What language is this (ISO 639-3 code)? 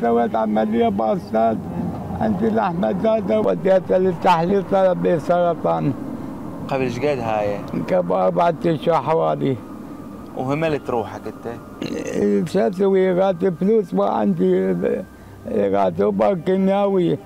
acm